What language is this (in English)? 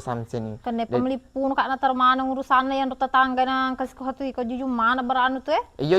Buginese